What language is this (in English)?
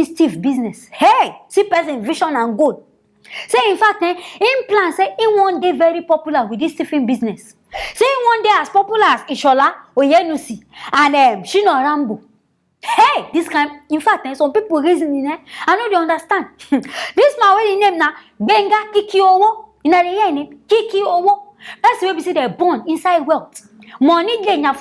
Nigerian Pidgin